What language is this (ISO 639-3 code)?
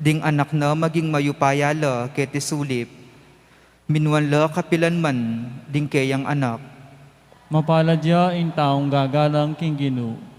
pam